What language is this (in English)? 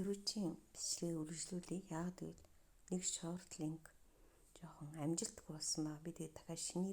Mongolian